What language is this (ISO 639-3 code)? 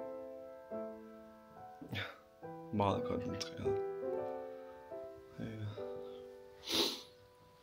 dan